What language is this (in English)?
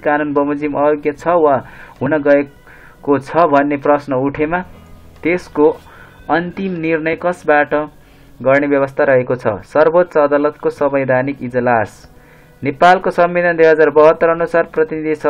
Nepali